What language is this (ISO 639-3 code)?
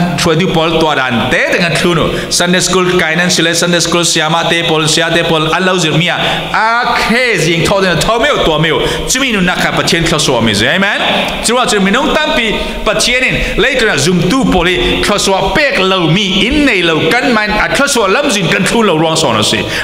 cfm